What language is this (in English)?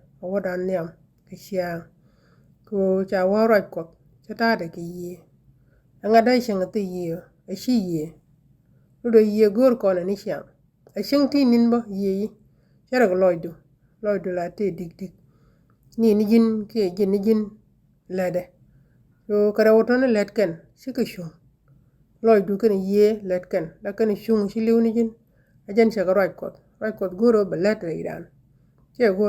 Nuer